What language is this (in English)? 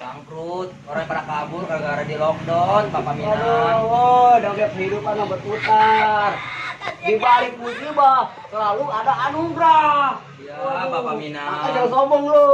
Betawi